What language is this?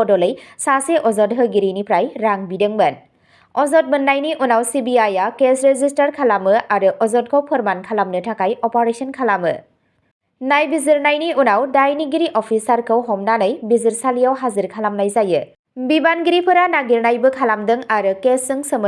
Bodo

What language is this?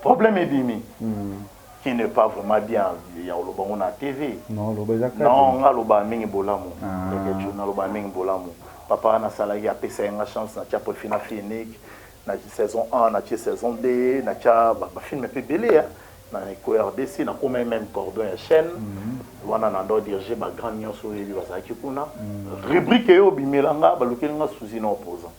Lingala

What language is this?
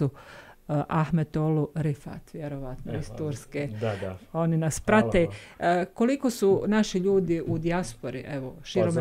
Bosnian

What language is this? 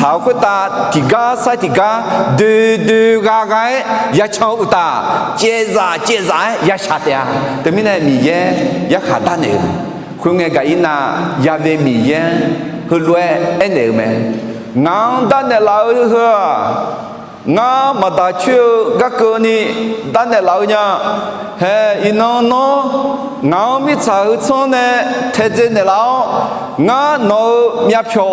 Akha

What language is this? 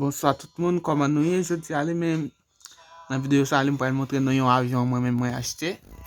Haitian Creole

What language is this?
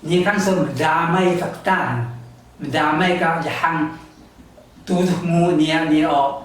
Taroko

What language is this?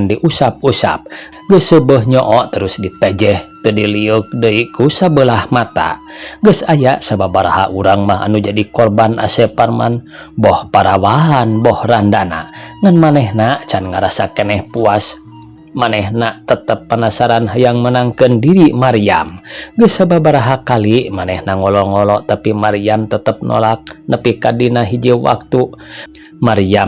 Sundanese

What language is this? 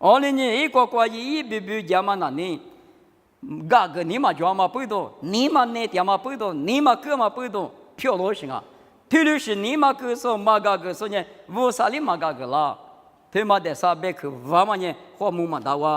Lisu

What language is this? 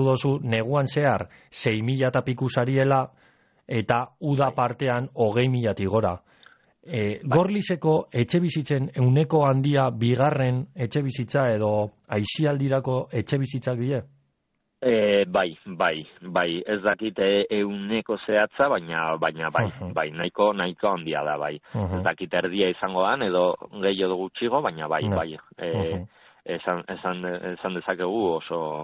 Basque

